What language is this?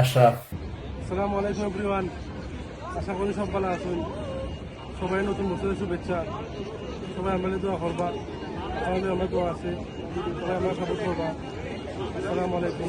Sylheti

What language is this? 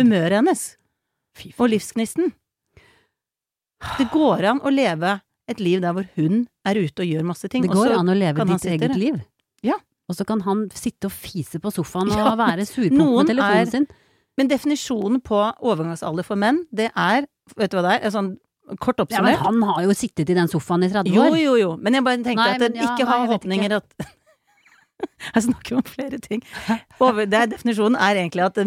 Norwegian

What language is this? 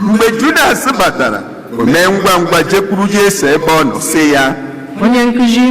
Igbo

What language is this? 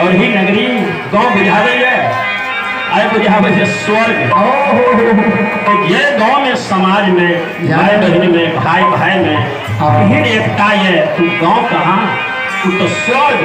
Maithili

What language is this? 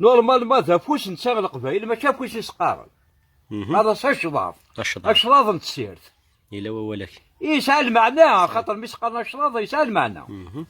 Kabyle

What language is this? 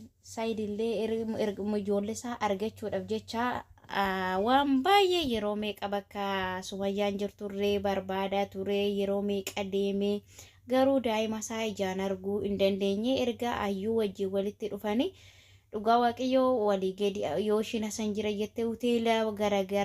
Oromo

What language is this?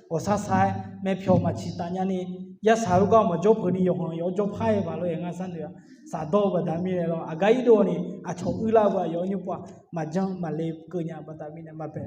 Akha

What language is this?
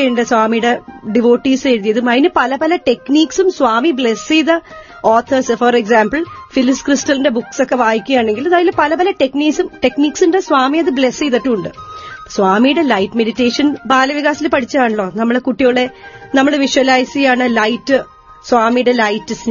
Malayalam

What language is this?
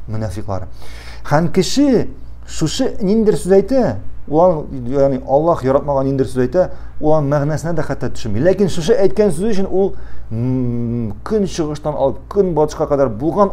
Tatar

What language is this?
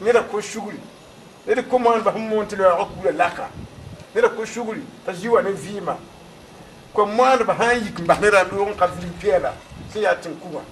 Mossi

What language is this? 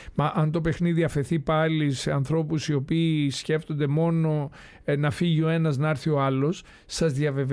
Greek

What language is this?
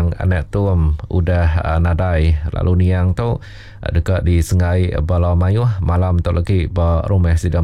Iban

